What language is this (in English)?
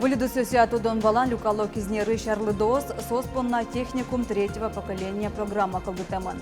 Udmurt